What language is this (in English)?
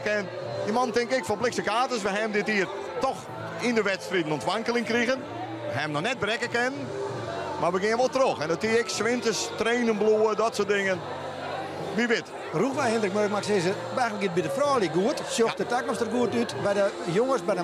Western Frisian